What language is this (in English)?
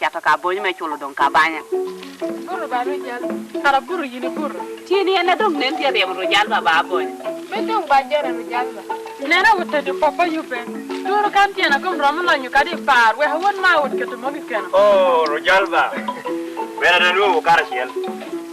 Lango (Uganda)